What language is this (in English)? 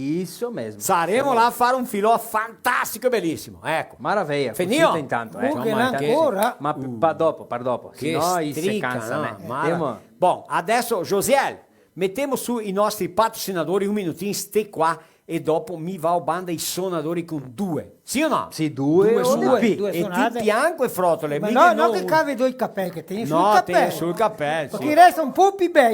Venetian